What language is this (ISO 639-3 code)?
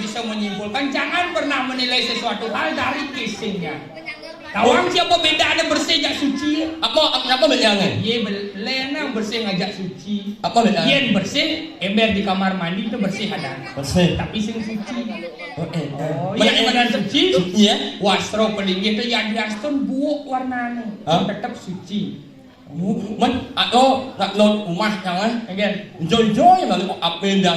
ban